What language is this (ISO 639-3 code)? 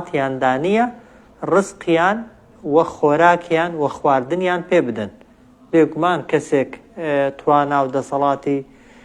ckb